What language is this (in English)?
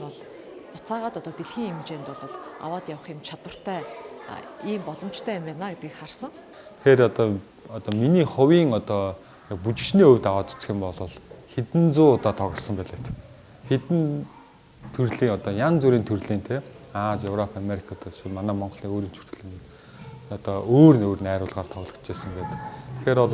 Mongolian